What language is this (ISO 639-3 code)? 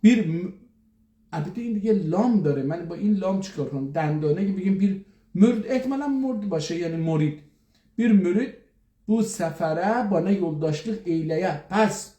azb